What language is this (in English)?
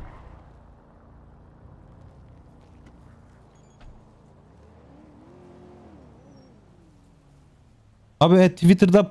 Turkish